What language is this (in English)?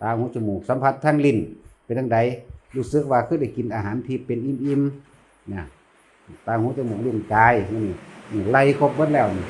Northeastern Thai